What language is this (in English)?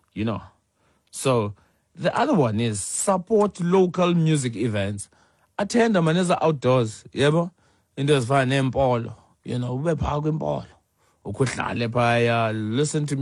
Xhosa